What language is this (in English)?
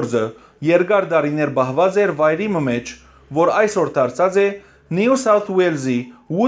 Western Armenian